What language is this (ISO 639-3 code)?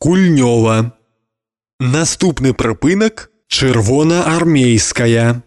bel